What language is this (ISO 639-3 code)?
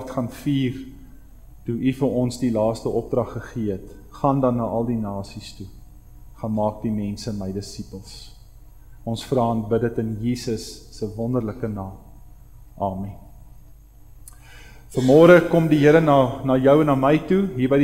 afr